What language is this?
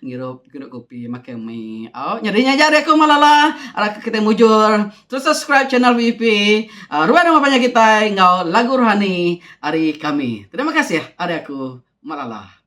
Iban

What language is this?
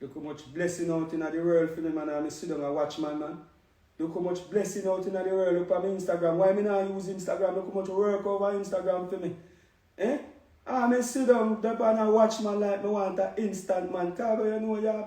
Jamaican Creole English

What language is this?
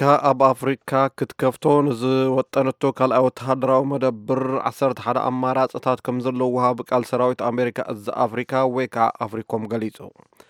Tigrinya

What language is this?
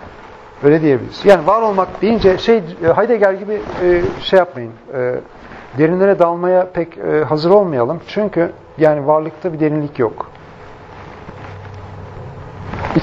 Turkish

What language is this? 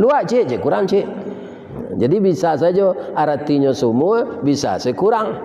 Minangkabau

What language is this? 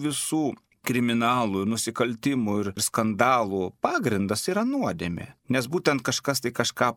Lithuanian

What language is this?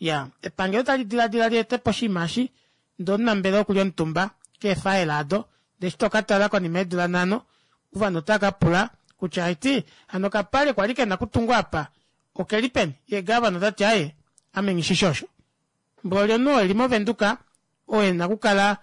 Kuanyama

